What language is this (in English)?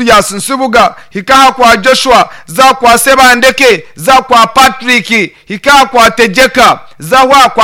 Nyankole